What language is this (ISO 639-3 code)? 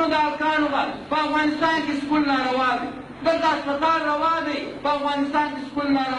pus